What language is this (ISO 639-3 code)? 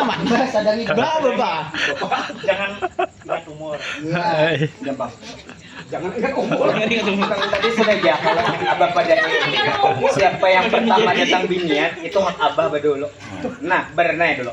bjn